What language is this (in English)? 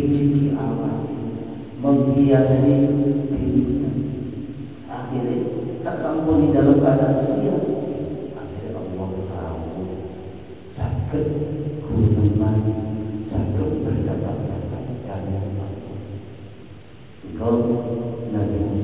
Indonesian